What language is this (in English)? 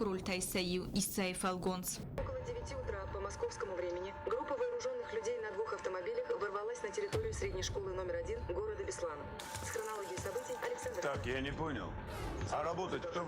Ossetic